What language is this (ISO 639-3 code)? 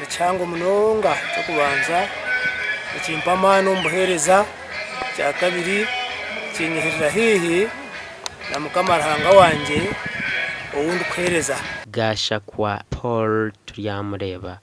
nyn